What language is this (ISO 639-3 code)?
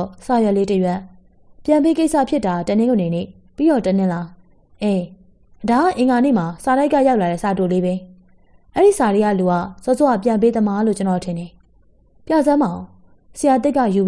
mya